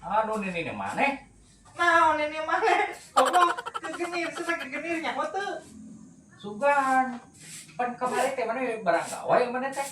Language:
Sundanese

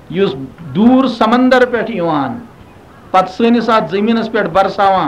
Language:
Kashmiri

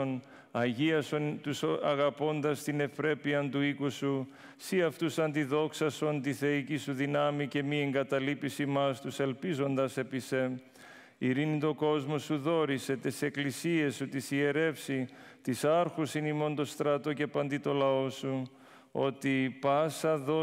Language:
Greek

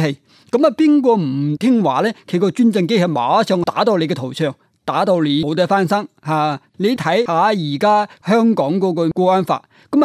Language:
Cantonese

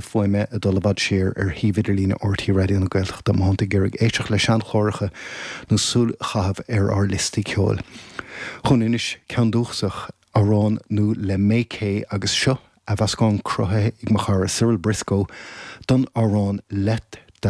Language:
Irish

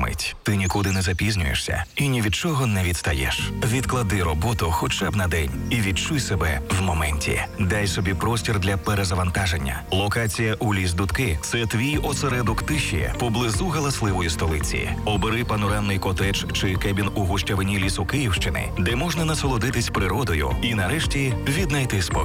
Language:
Ukrainian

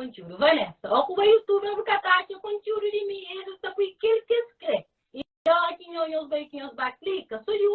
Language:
Kabuverdianu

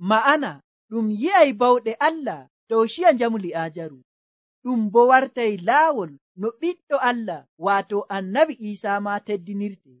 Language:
Nigerian Fulfulde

